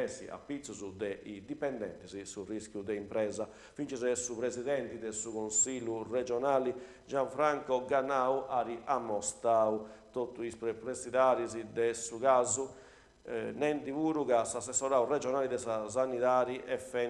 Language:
Sardinian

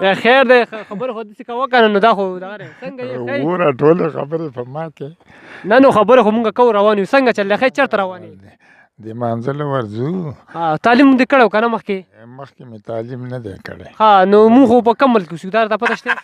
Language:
Pashto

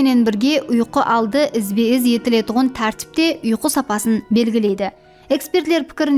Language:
Kara-Kalpak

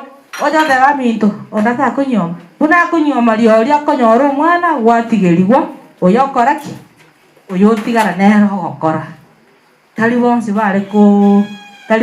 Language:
Gusii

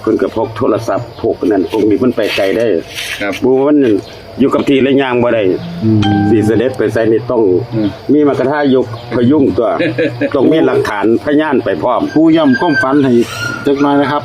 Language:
Northeastern Thai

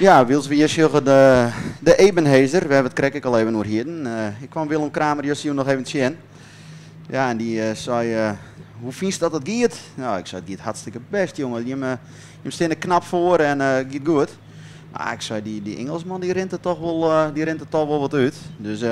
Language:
Western Frisian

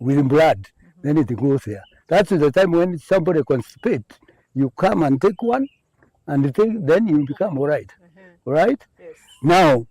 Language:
Meru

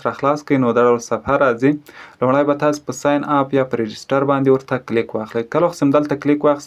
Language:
Pashto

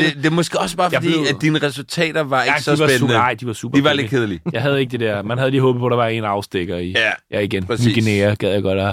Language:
Danish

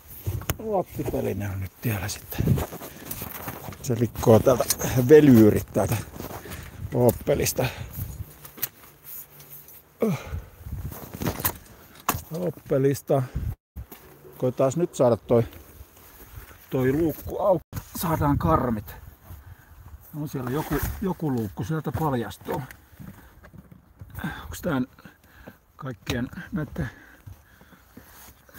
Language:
Finnish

